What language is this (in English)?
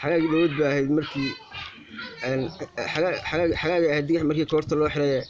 Somali